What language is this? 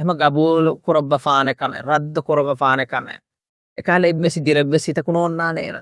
Divehi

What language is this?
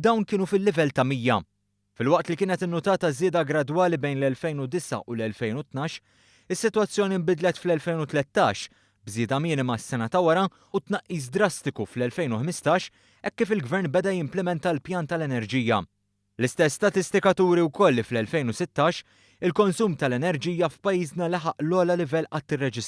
Maltese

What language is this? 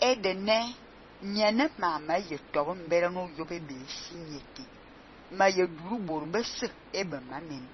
Fang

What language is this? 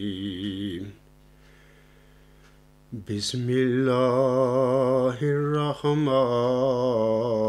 Urdu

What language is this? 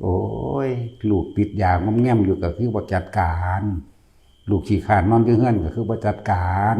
Northeastern Thai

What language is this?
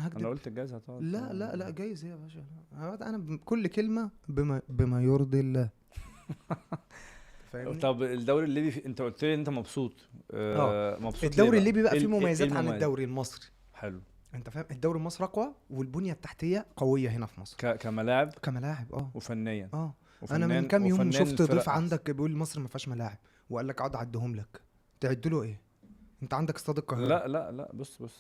Egyptian Arabic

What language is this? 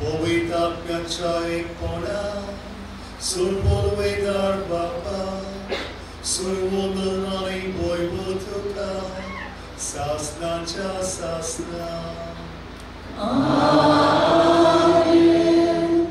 Konkani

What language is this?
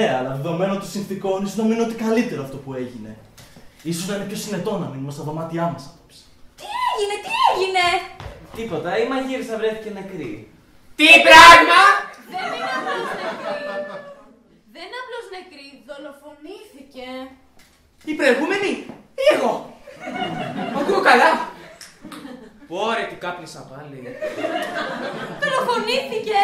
Greek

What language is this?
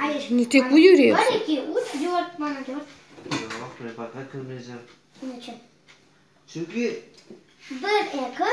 Crimean Tatar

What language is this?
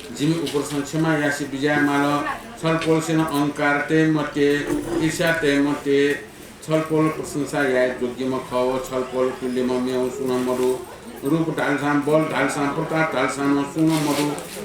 Newari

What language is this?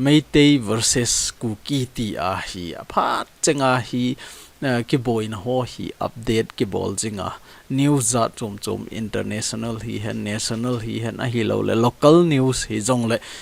Thado Chin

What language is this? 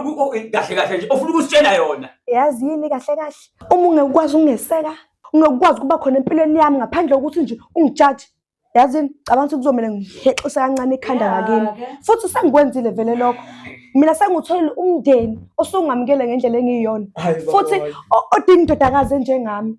Zulu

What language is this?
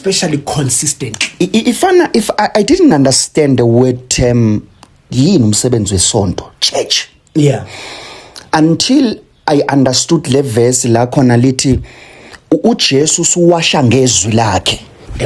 Zulu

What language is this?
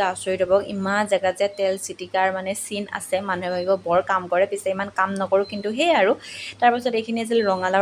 Assamese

